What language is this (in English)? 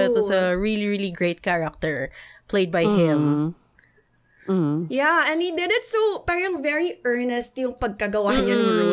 Filipino